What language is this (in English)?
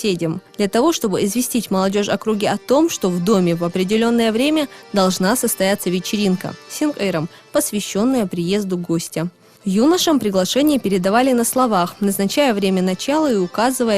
Chechen